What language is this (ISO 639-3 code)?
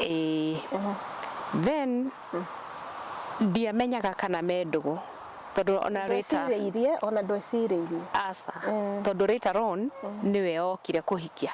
kik